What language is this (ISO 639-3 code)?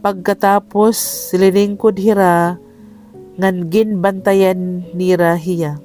war